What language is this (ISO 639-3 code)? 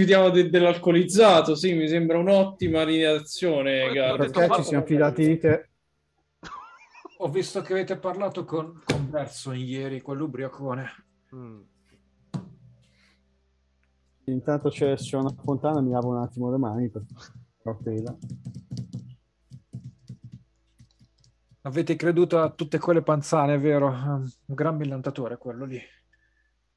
ita